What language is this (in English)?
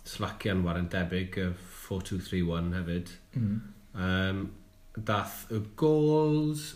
Welsh